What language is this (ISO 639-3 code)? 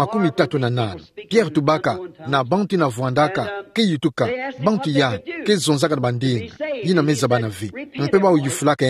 ktu